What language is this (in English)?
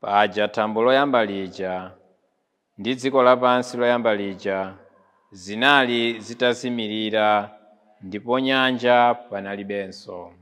Nyanja